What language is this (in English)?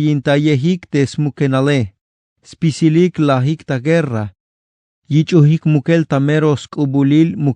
Tzeltal